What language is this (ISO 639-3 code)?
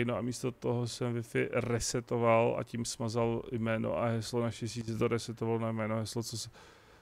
ces